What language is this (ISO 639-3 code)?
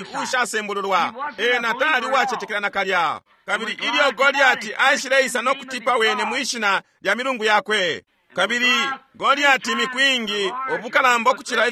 bem